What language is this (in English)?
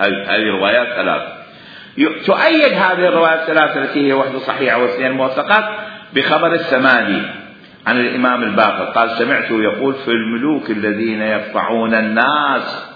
Mesopotamian Arabic